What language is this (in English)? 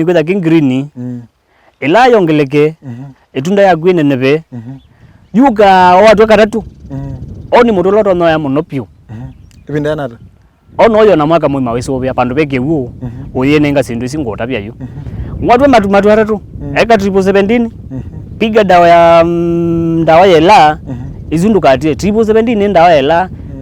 Kamba